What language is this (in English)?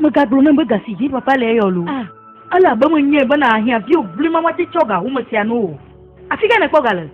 Ewe